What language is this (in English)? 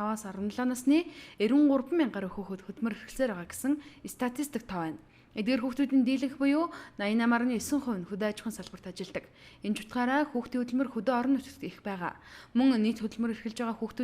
Mongolian